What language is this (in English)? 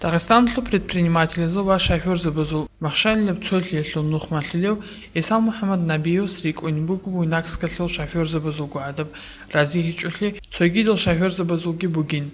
Avaric